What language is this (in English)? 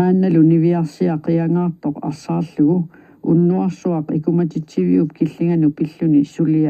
Kalaallisut